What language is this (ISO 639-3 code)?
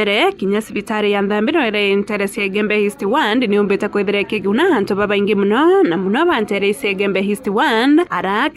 mer